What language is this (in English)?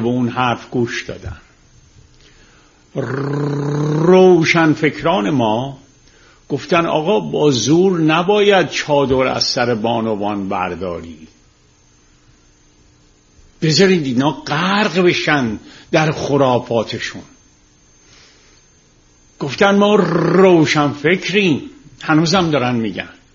Persian